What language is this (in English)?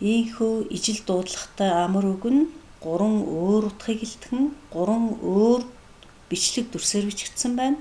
Mongolian